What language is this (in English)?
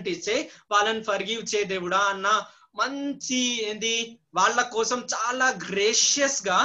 Telugu